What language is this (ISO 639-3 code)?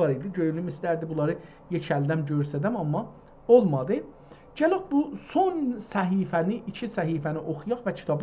azb